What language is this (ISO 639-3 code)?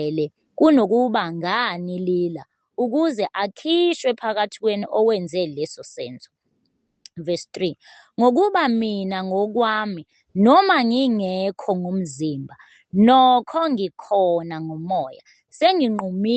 zul